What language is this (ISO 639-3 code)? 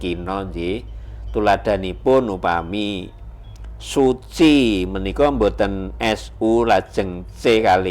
jav